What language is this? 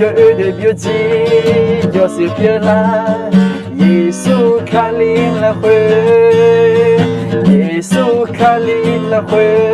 Akha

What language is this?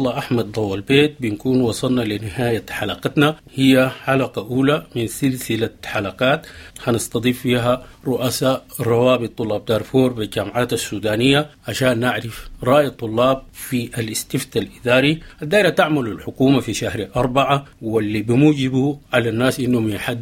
Sudanese Arabic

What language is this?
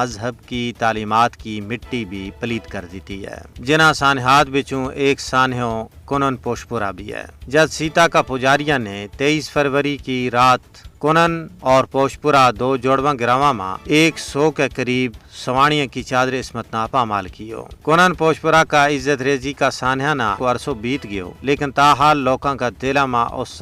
Gujari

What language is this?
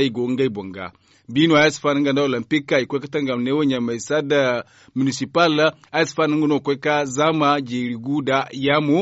Zarma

